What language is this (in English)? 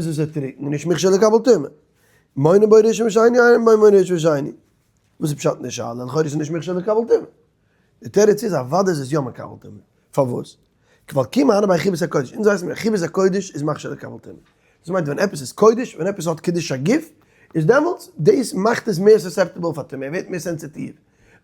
Yiddish